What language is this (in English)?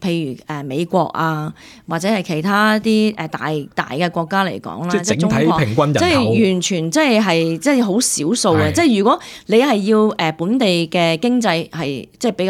Cantonese